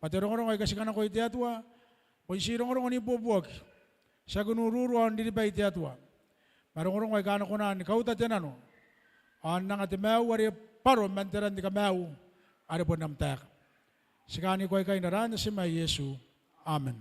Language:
Gilbertese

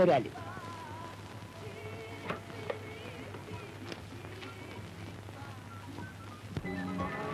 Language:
Turkish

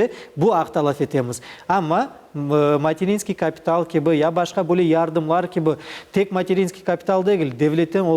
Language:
Crimean Tatar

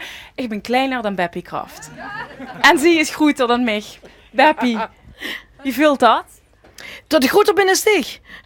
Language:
Limburgish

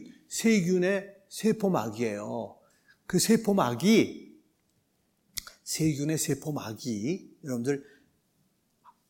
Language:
Korean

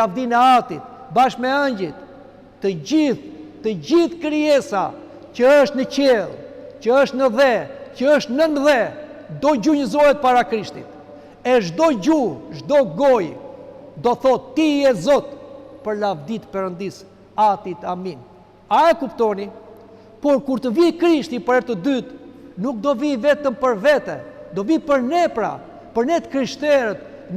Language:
Albanian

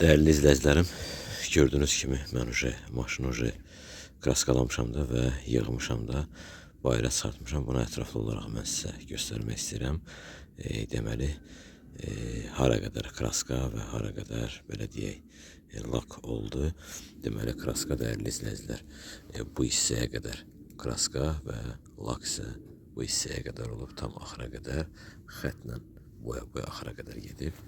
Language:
Azerbaijani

